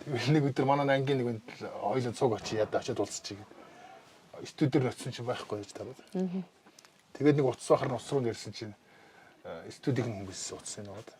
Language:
Mongolian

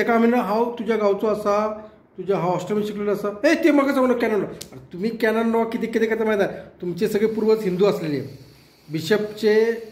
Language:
Konkani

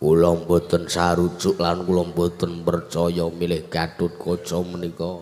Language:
Javanese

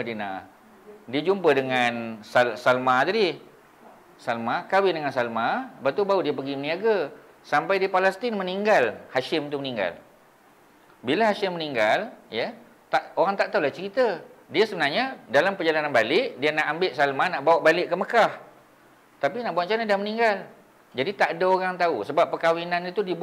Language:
Malay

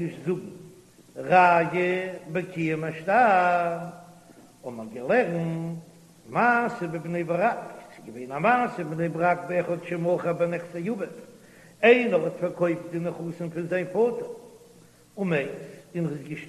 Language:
Yiddish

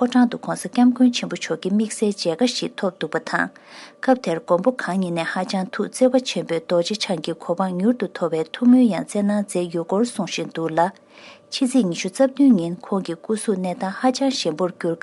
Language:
Tibetan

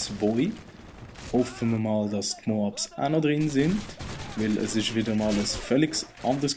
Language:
Swiss German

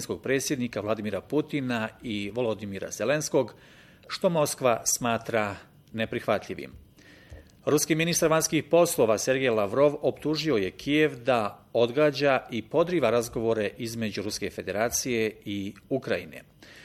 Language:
Bosnian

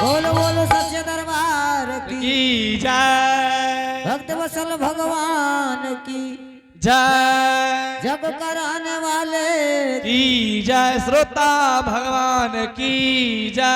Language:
Angika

